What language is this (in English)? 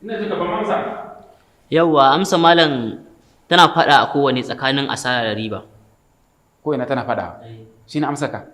Hausa